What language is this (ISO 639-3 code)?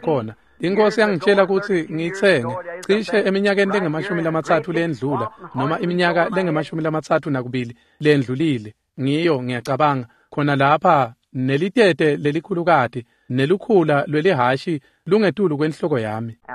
ssw